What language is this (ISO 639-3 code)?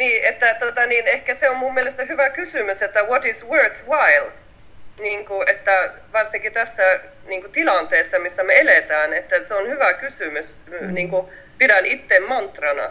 fin